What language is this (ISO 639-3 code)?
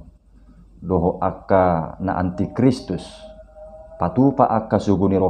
bbc